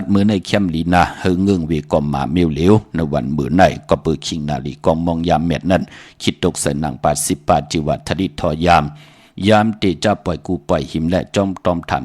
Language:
Shan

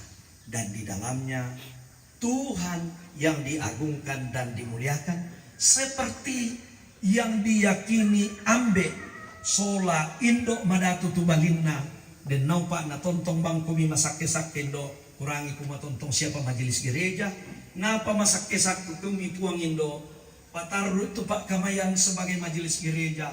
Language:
Toraja-Sa'dan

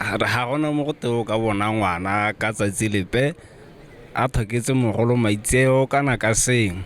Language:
Tswana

